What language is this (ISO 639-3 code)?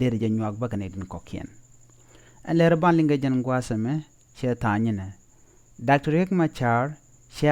nus